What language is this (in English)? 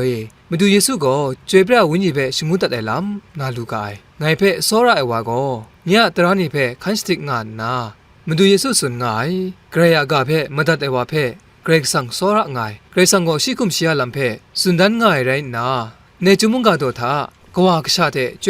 Kachin